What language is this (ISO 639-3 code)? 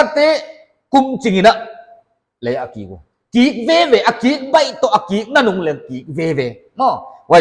pck